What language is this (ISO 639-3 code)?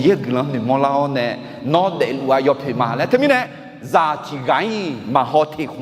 ahk